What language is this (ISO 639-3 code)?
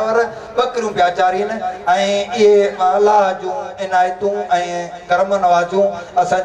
snd